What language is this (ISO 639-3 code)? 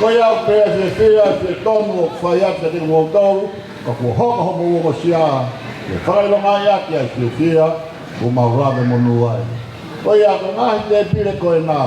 ton